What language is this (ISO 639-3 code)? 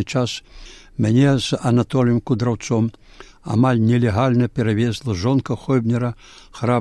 bel